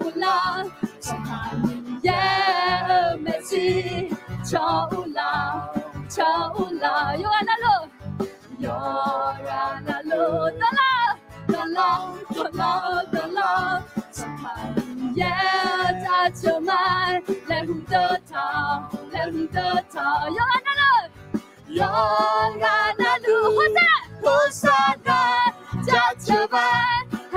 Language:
Akha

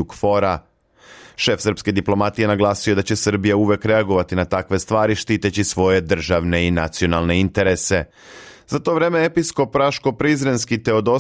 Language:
Serbian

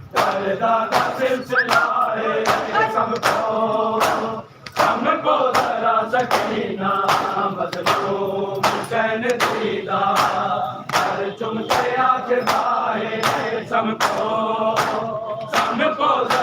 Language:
Saraiki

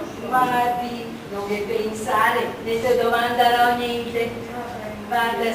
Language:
Venetian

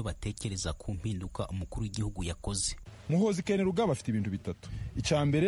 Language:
Kinyarwanda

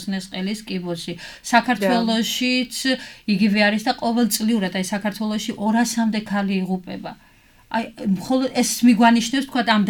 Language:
Georgian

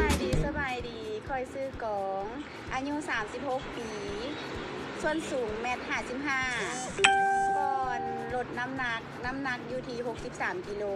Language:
Lao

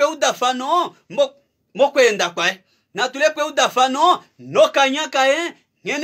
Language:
Kuanyama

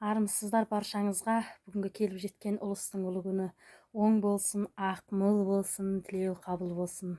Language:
Kazakh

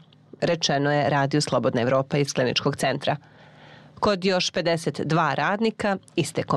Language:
Serbian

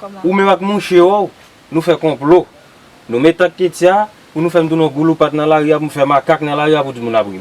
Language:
Haitian Creole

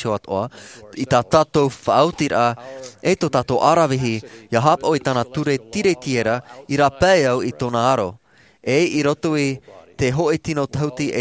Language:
Tahitian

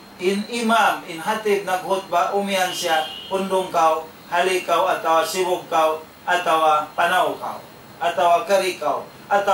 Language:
Tausug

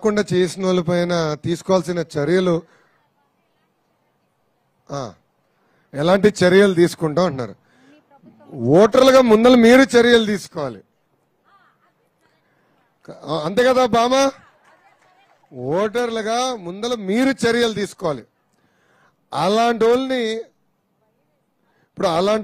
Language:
Telugu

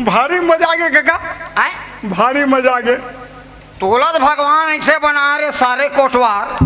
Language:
Chhattisgarhi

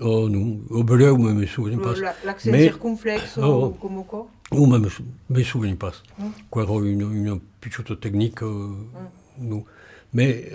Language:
Occitan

